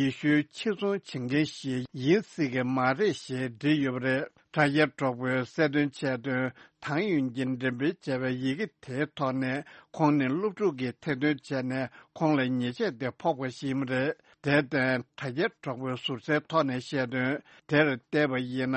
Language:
Tibetan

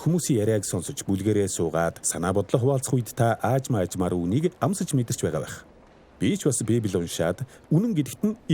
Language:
Mongolian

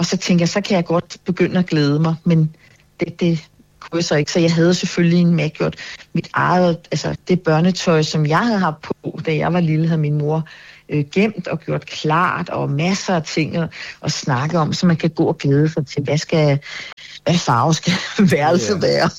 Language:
Danish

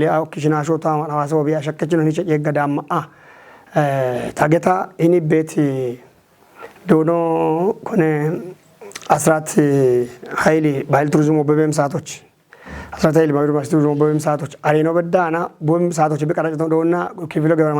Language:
Kafa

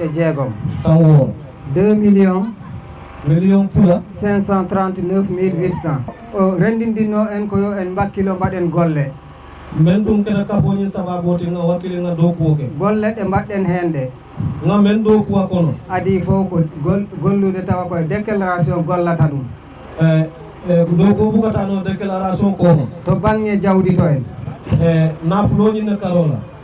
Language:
Fula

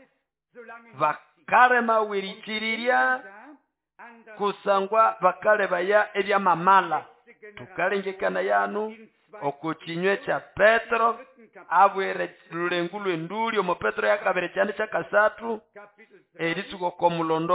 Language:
Nande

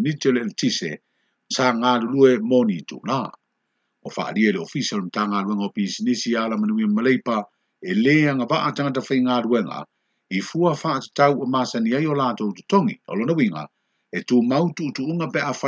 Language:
Samoan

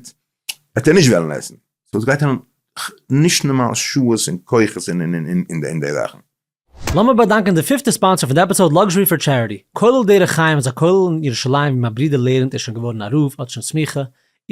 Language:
Yiddish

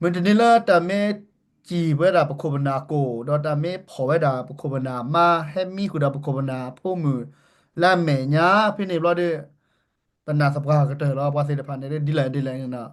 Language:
S'gaw Karen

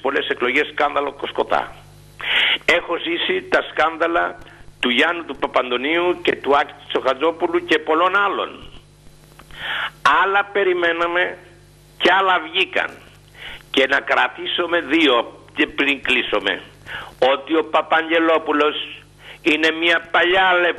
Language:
Greek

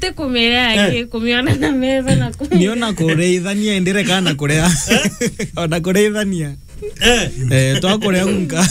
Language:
Meru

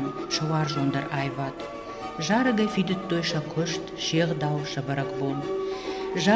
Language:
Ossetic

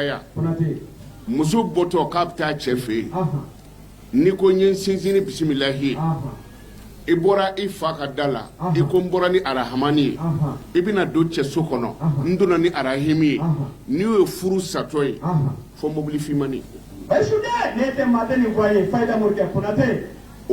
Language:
Bambara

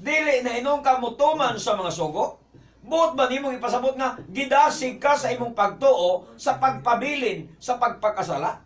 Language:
Cebuano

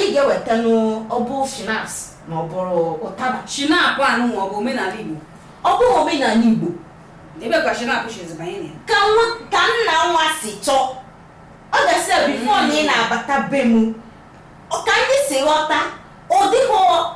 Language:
Igbo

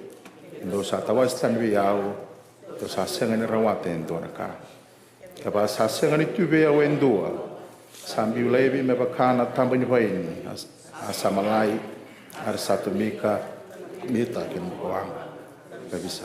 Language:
Fijian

